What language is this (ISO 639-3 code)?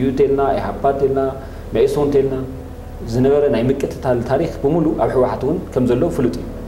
tir